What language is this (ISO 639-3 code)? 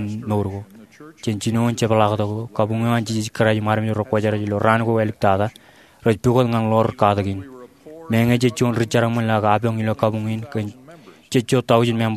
mah